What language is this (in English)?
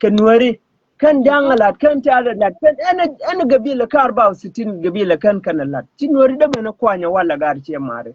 Nuer